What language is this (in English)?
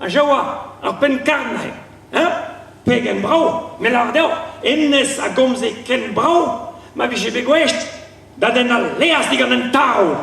Breton